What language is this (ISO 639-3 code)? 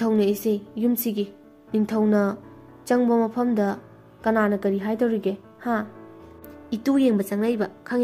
mni